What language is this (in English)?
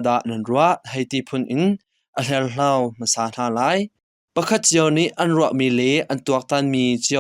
Hakha Chin